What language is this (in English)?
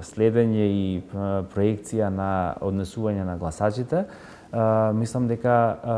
Macedonian